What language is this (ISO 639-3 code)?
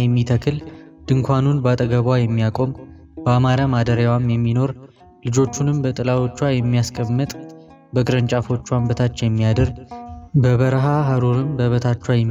amh